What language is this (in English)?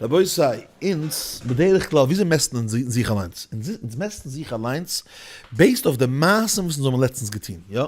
Yiddish